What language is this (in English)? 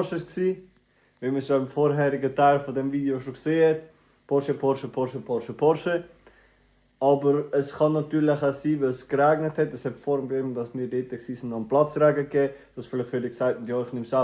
Swiss German